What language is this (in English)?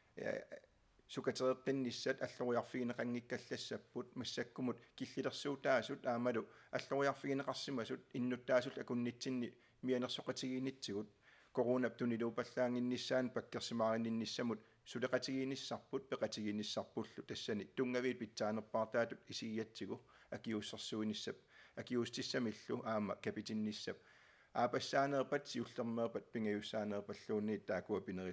Kalaallisut